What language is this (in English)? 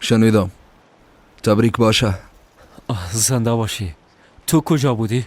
Persian